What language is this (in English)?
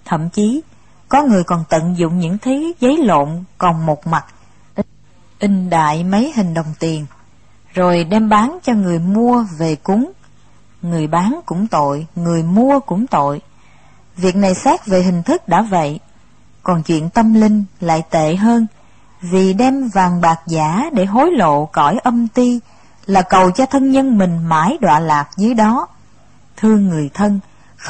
Vietnamese